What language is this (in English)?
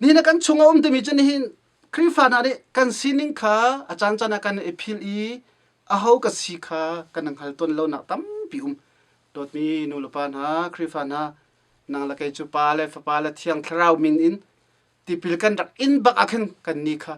Hakha Chin